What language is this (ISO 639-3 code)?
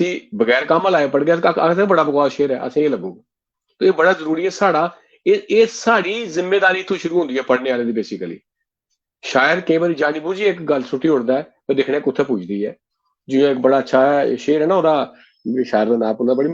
doi